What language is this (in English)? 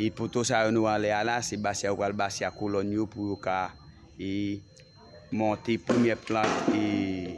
Haitian Creole